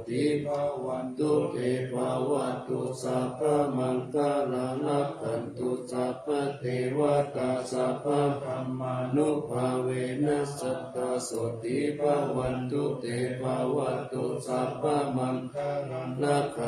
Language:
Pali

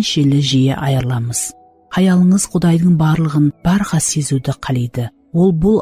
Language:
Kara-Kalpak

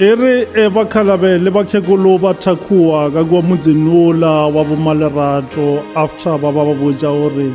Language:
Northern Sotho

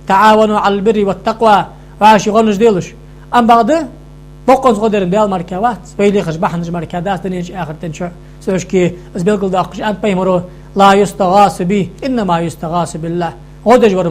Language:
Ingush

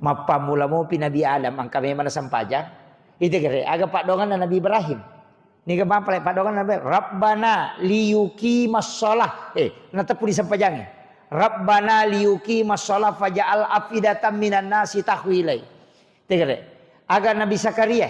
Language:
Buginese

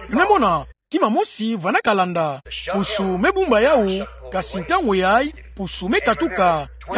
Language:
Kituba (Democratic Republic of Congo)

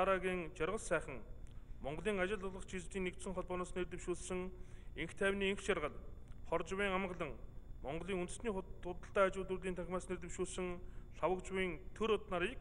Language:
Mongolian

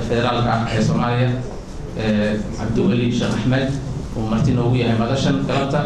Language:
Somali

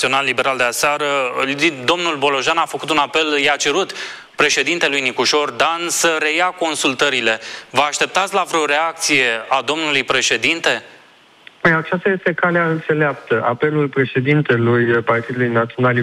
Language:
Romanian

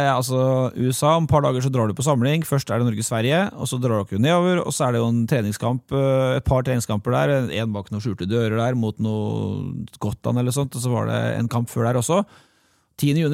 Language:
Norwegian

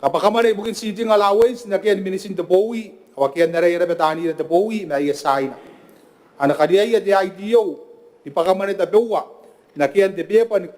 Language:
Gilbertese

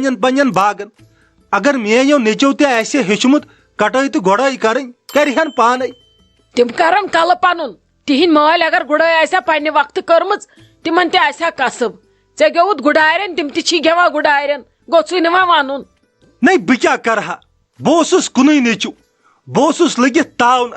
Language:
Kashmiri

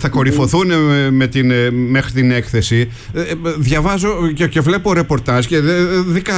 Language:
Greek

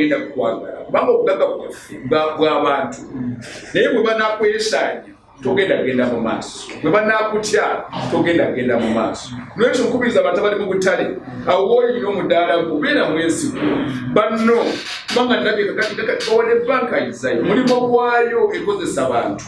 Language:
Ganda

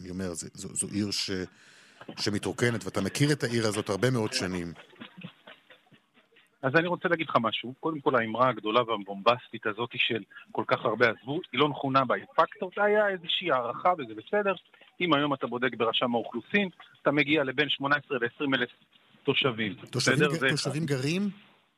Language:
Hebrew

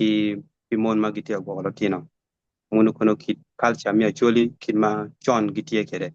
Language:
Acoli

